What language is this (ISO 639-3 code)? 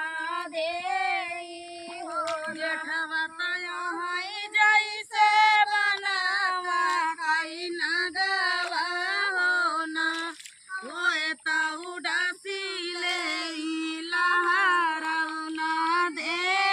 bho